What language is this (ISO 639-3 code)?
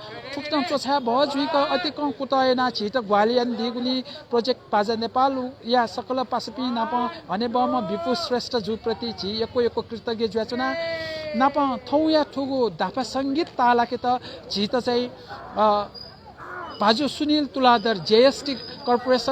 new